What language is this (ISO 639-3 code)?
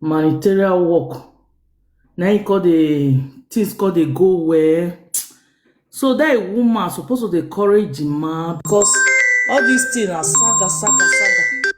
pcm